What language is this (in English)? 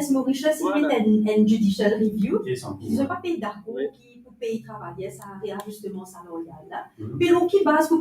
Morisyen